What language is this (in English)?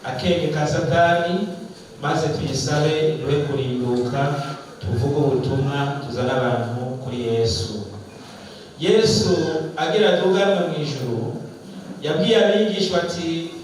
Rundi